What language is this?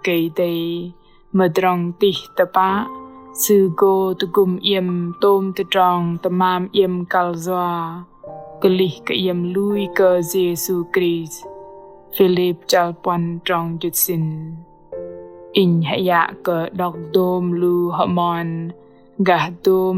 Bahnar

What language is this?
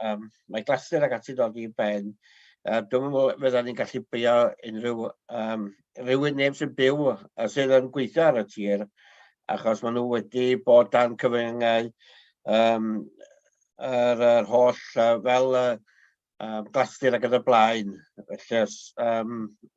Welsh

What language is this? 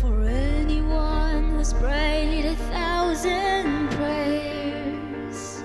Ao Naga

